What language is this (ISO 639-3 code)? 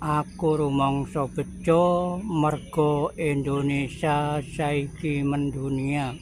jav